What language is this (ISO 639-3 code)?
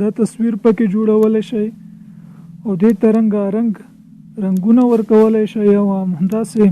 pus